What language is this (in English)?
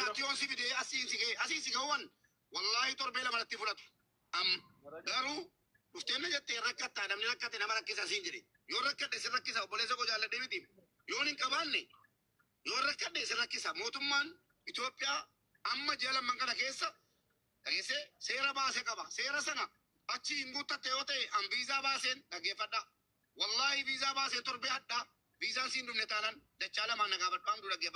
Oromo